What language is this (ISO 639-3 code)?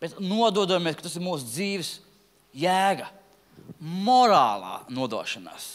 lav